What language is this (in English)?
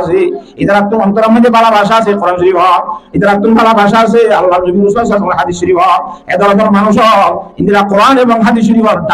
Rohingya